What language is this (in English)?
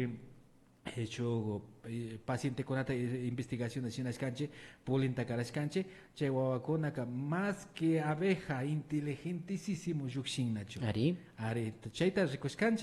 Imbabura Highland Quichua